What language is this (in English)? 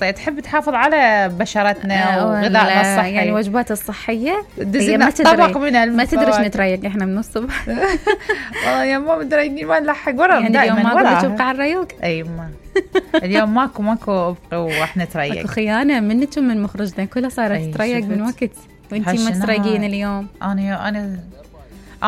Mesopotamian Arabic